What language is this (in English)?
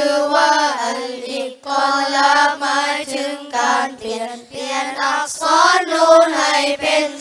Thai